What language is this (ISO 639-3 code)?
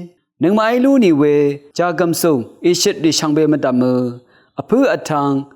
raw